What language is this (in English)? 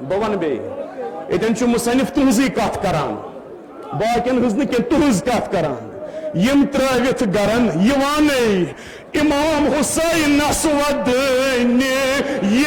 Kashmiri